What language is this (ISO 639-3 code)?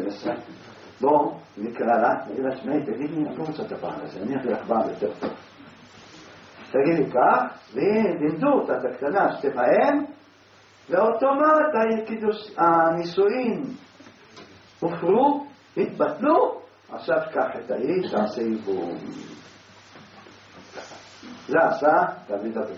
heb